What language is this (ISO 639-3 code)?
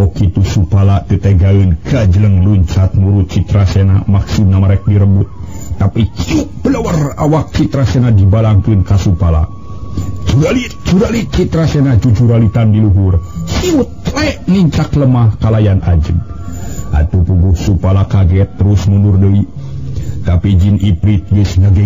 sun